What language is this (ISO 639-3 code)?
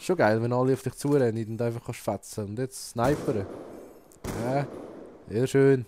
gsw